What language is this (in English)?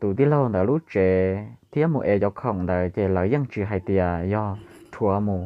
Hmong